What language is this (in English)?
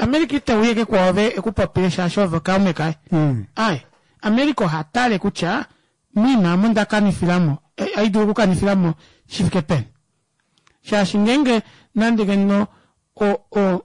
Kuanyama